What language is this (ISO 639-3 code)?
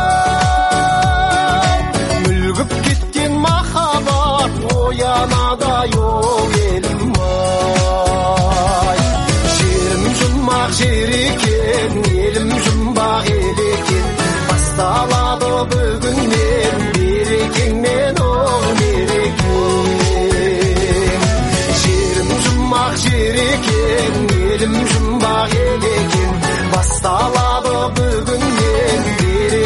kaz